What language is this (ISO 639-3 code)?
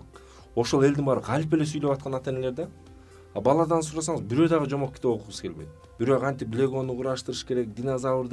kir